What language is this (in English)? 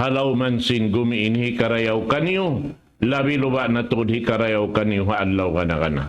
Tausug